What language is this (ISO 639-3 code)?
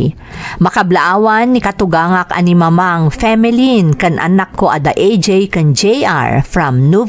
ilo